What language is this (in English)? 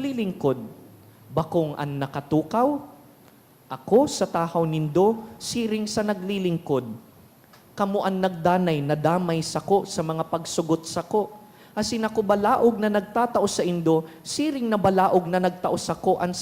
Bikol